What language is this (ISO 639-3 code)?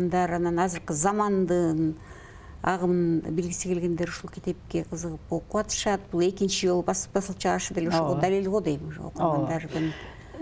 kir